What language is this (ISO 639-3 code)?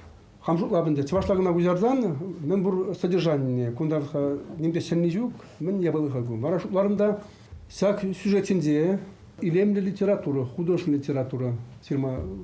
chv